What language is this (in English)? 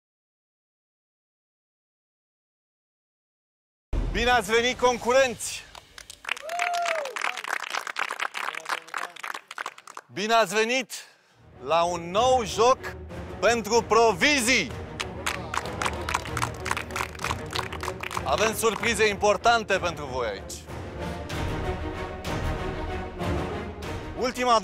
Romanian